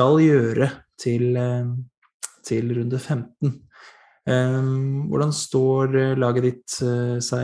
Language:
Norwegian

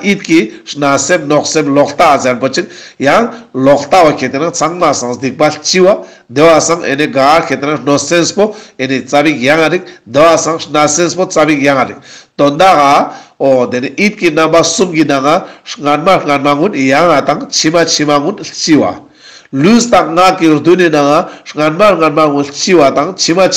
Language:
Ladakhi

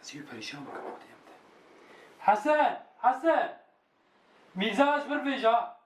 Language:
Kurdish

